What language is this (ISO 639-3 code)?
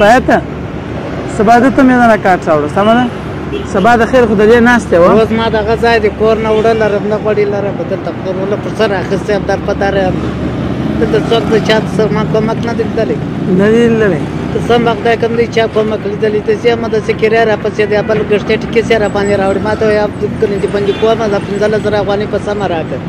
pus